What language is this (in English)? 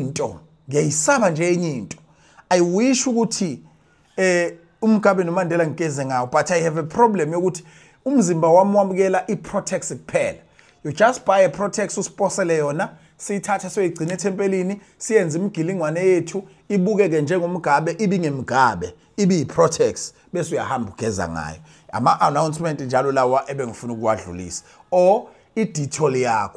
Zulu